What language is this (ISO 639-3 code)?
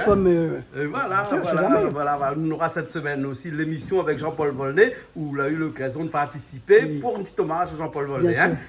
rcf